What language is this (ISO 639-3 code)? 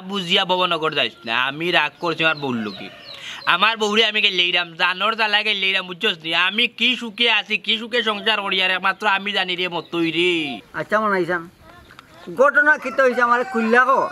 syl